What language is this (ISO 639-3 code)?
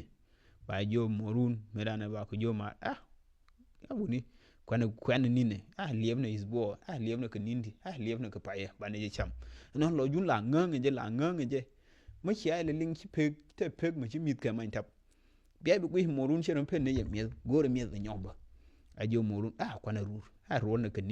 nus